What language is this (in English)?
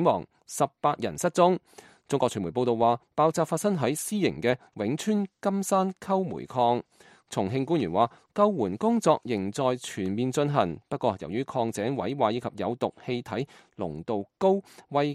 Cantonese